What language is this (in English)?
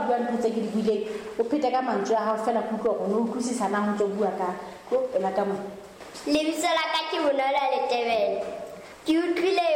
Southern Sotho